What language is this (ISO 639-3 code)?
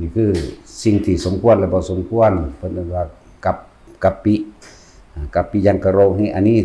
tts